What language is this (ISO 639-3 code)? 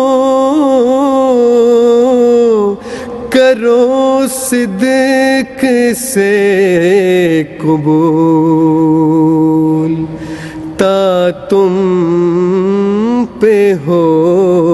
urd